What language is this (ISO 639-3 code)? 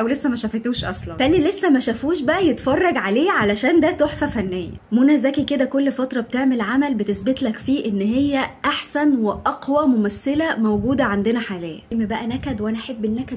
arz